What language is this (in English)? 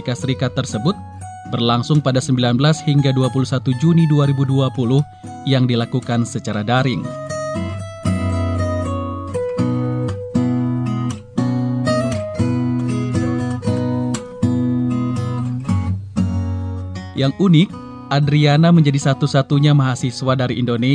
Indonesian